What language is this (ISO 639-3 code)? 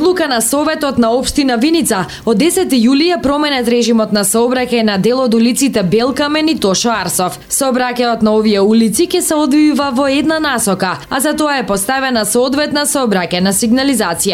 mkd